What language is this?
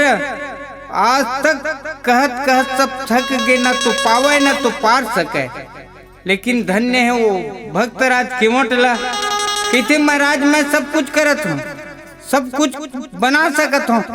Chhattisgarhi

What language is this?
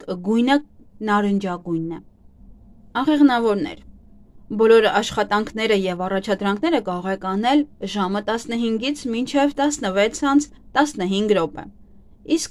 Armenian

